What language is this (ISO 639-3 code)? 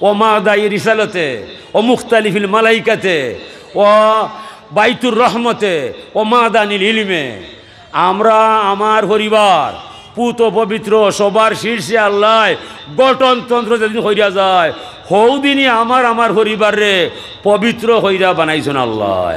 syl